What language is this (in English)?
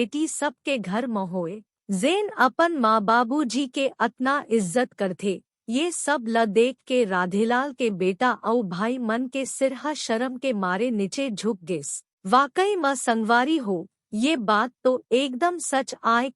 Chhattisgarhi